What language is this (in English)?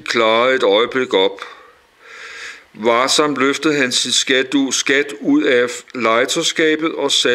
Danish